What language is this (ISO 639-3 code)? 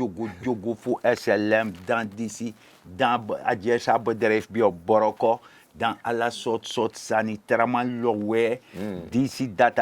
srn